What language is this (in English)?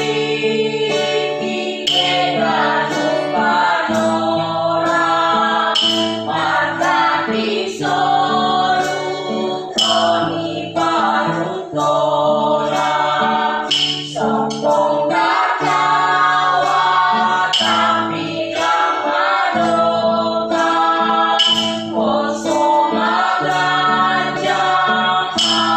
Batak Simalungun